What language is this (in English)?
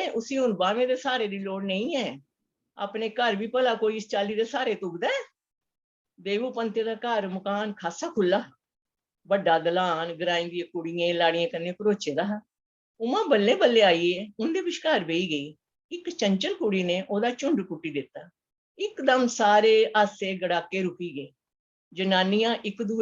Dogri